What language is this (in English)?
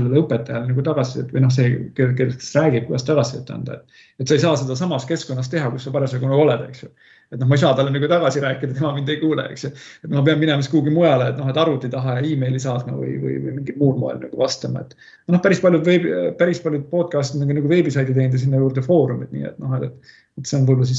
Estonian